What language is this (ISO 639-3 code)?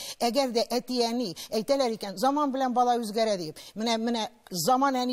tat